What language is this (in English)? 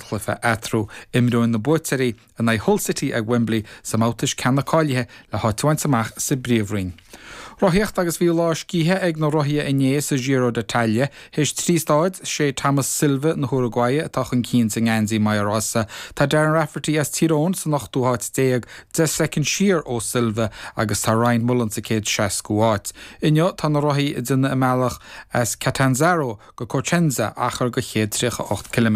Irish